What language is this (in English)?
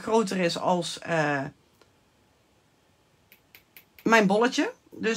Dutch